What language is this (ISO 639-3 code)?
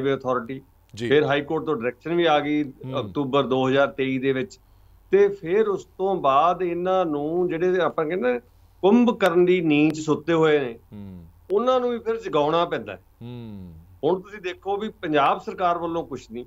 pan